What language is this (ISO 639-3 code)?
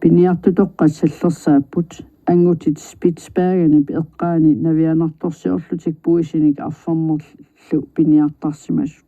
kal